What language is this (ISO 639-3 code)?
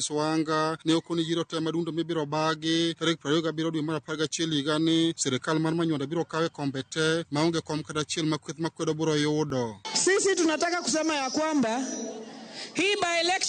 luo